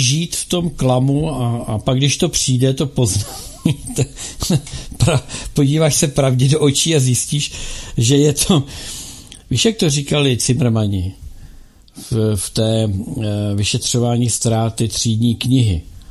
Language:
Czech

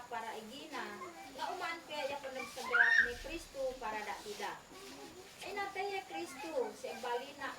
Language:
Isnag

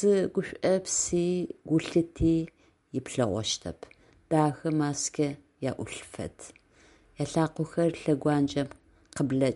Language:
Adyghe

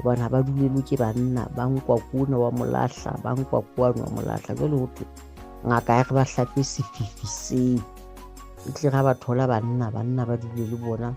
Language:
Southern Sotho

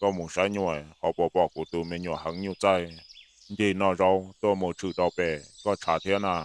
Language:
Hmong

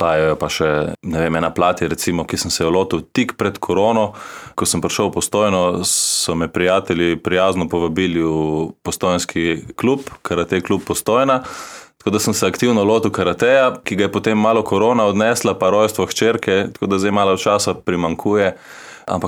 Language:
Slovenian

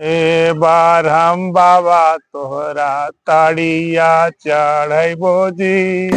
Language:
Magahi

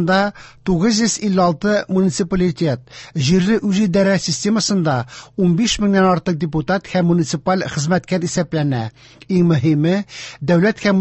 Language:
Tatar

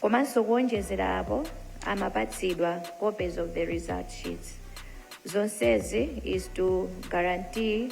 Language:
Nyanja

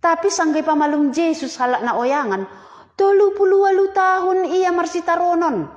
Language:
Batak Simalungun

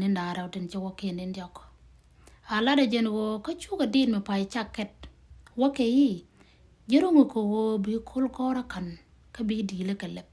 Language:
Nuer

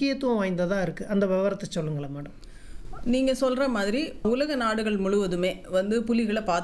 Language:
Tamil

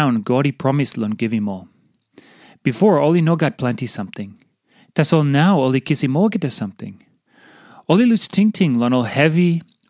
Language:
Tok Pisin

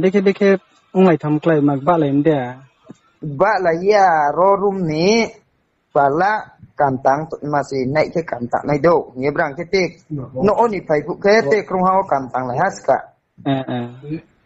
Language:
Riang (India)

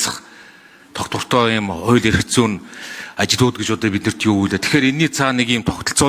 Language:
Mongolian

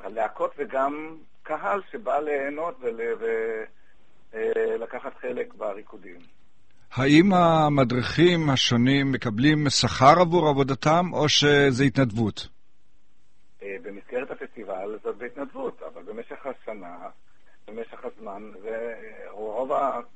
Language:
Hebrew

